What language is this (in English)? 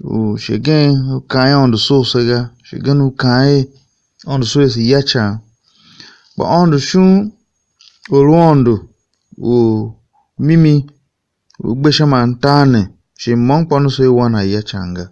Tiv